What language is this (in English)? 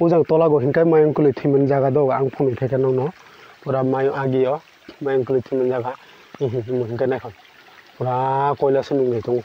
Kok Borok